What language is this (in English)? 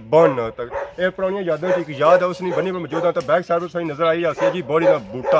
Pahari-Potwari